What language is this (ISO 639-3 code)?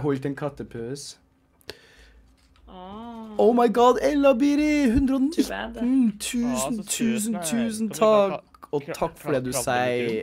nor